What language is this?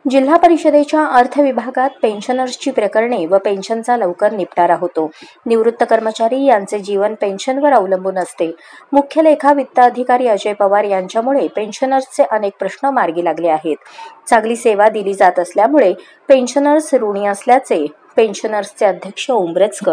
Marathi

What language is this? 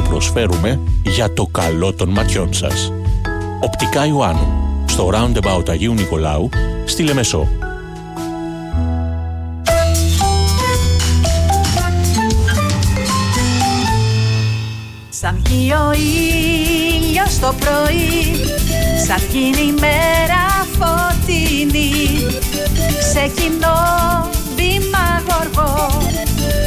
Greek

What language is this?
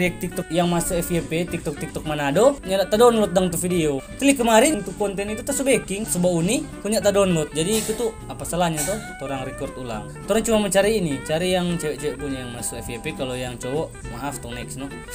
Manado Malay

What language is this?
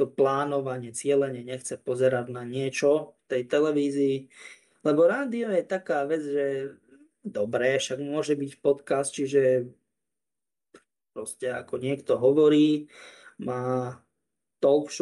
Slovak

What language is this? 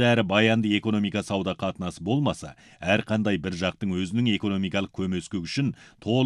Kazakh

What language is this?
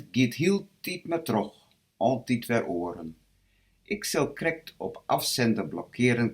Western Frisian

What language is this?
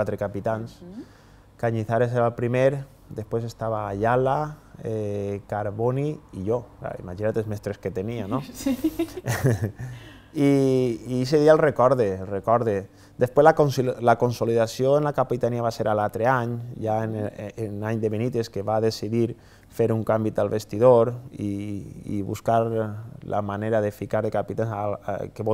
Catalan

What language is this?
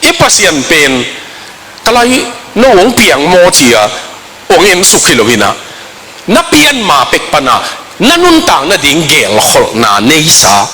Tedim Chin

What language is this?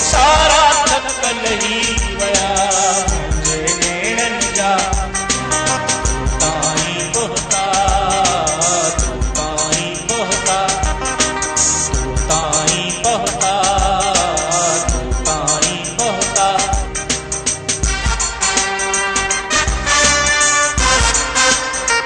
Sindhi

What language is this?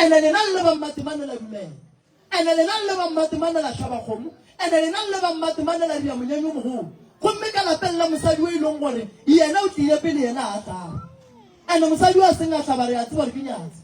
Northern Sotho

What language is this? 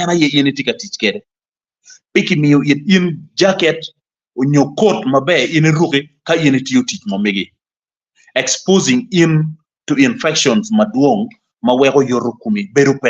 Acoli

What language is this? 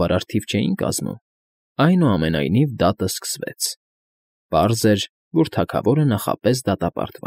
Armenian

